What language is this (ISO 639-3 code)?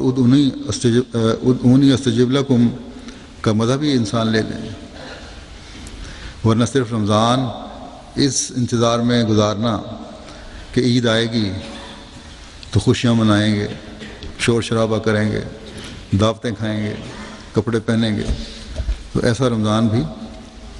urd